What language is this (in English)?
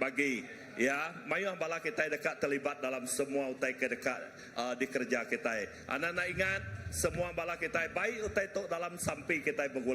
Iban